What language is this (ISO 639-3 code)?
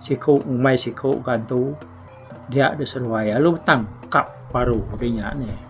iba